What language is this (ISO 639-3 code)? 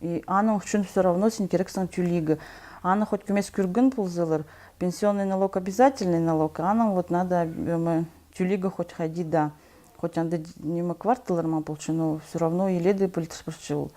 kjh